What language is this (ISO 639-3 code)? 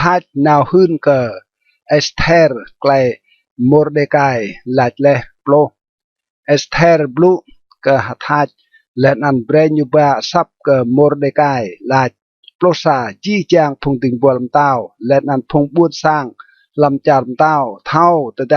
rad